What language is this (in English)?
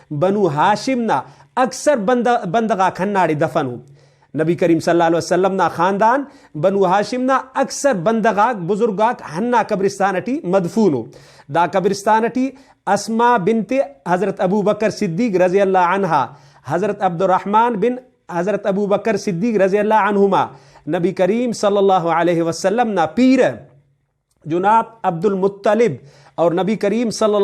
Brahui